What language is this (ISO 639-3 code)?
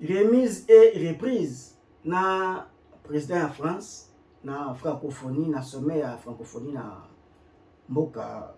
lin